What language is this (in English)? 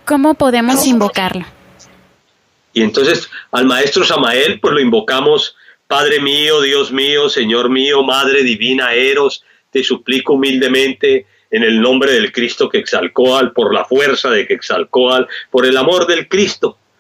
Spanish